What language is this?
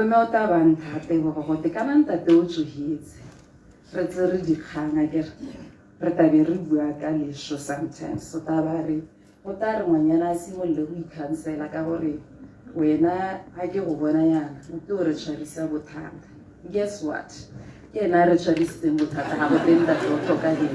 Tswana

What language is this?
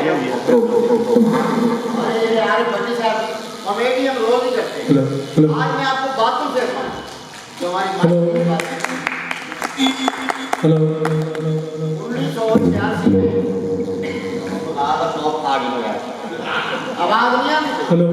Saraiki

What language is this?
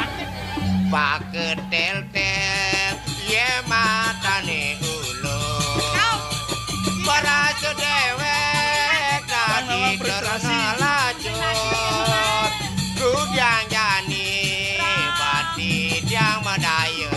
Balinese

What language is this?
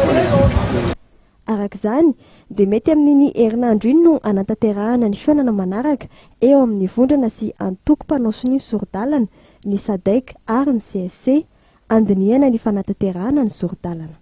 Malagasy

